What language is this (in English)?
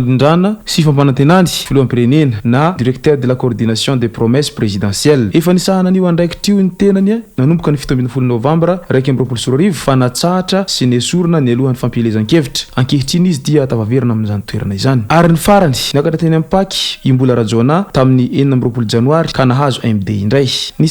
Malagasy